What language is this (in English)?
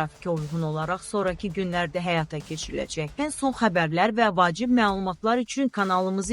Azerbaijani